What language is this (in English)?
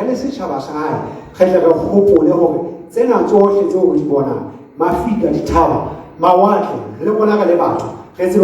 Southern Sotho